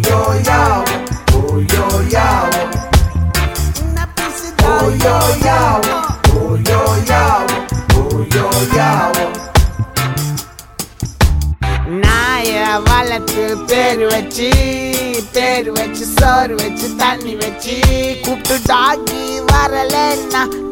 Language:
Tamil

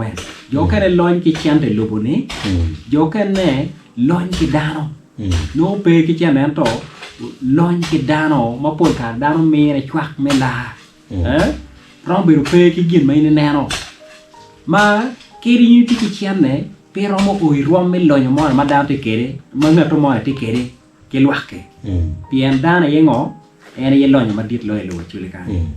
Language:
Acoli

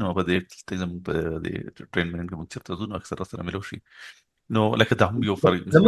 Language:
Pashto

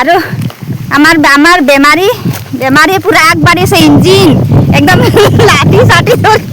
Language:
Assamese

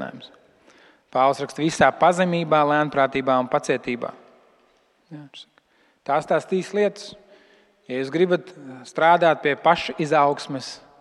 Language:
Latvian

